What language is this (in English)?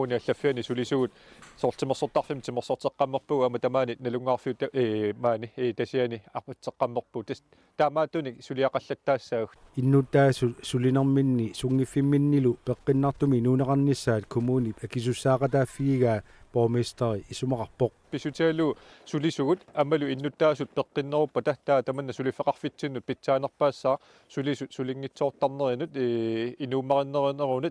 Kalaallisut